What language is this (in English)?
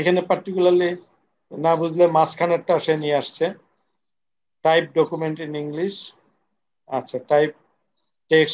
Bangla